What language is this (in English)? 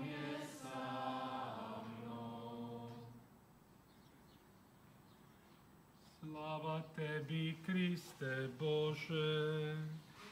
Croatian